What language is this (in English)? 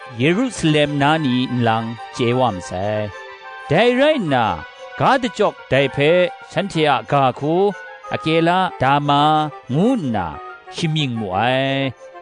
Kachin